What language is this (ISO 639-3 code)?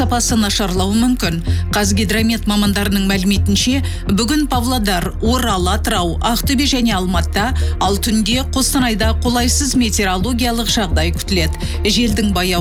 kaz